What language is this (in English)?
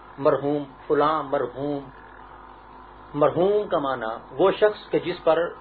Urdu